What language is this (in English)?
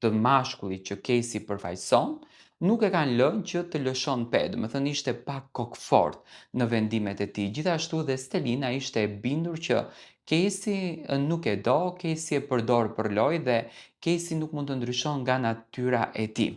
Albanian